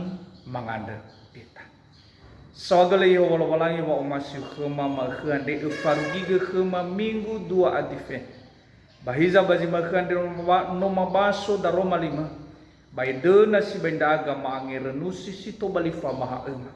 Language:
Nias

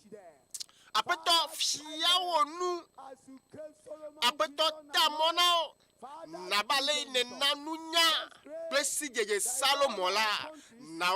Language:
Ewe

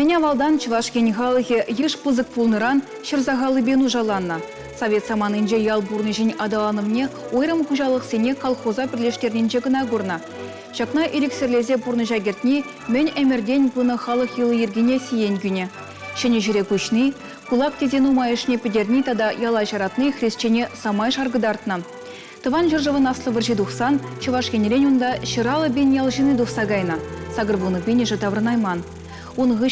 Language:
Chuvash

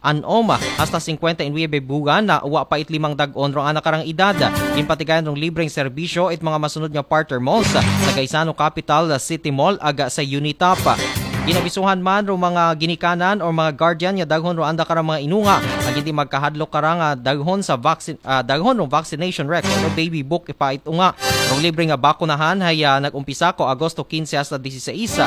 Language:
Aklanon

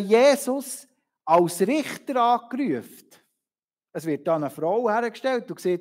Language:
Swiss German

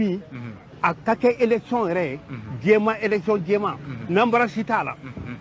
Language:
Bambara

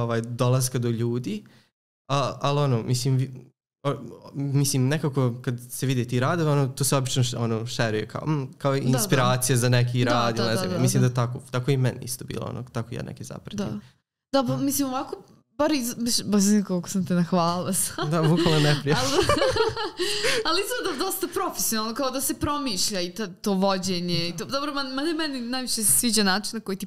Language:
Serbian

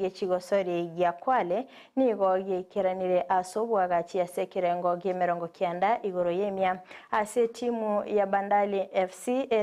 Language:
Gusii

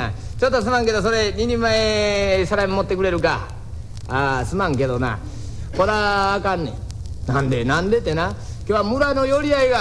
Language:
Japanese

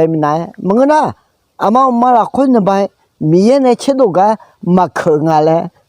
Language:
Akha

